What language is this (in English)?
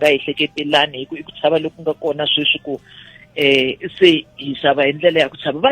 Tsonga